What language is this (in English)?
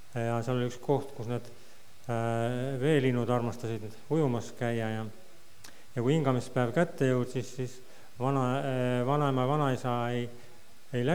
Estonian